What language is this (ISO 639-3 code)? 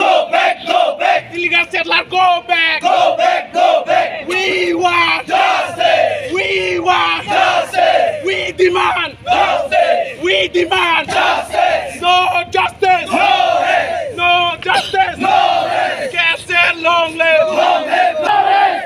mjw